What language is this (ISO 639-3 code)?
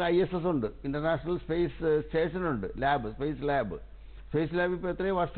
mal